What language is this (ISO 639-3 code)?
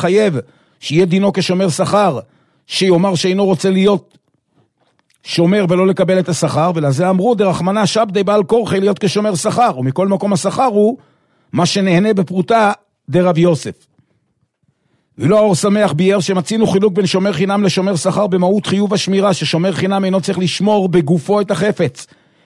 heb